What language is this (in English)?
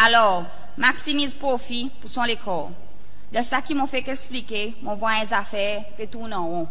Seselwa Creole French